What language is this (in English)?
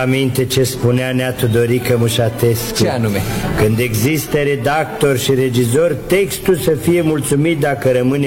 Romanian